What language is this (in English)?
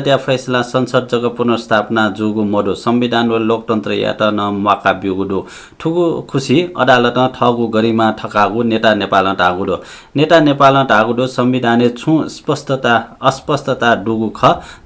Newari